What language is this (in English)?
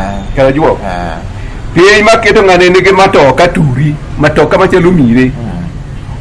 Luo (Kenya and Tanzania)